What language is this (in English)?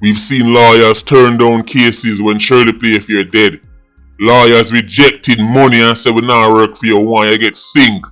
Jamaican Creole English